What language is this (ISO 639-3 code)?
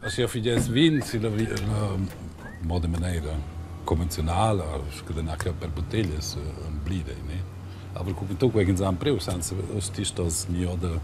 roh